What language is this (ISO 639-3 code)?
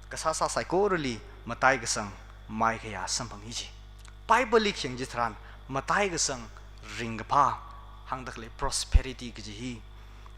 nmf